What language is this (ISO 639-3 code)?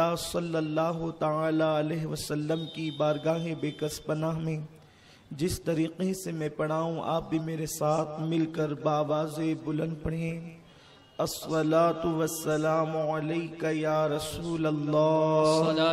urd